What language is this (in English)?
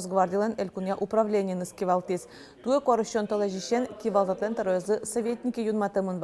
Udmurt